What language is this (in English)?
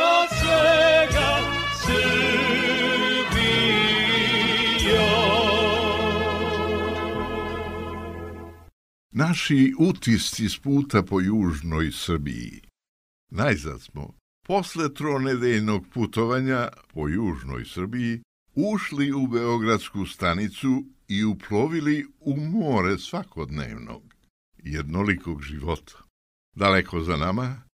Serbian